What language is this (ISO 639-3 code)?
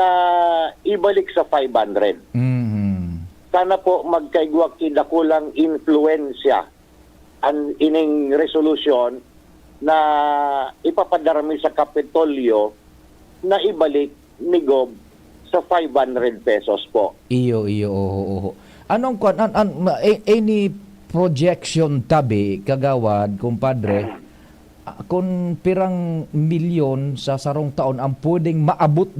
bik